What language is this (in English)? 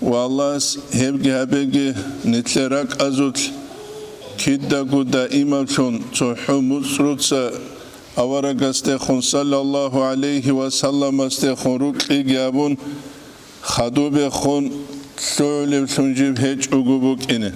Avaric